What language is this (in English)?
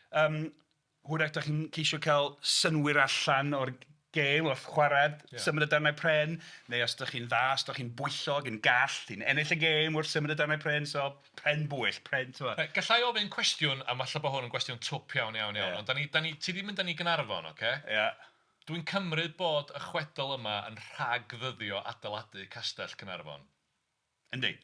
Welsh